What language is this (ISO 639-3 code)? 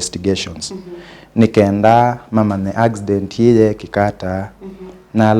kam